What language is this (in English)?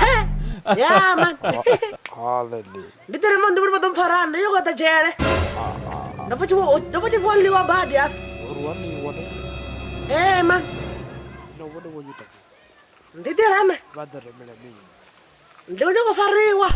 Venda